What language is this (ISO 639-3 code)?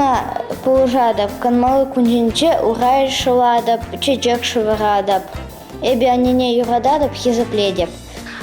chv